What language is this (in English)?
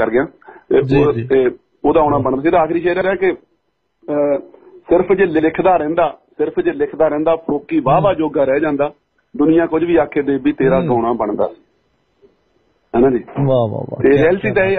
Punjabi